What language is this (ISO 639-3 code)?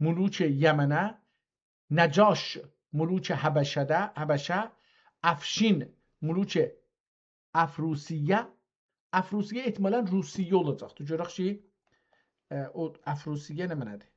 azb